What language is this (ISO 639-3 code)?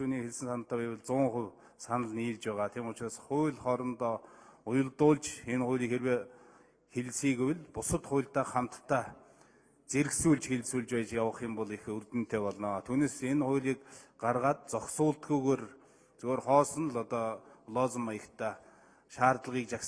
mon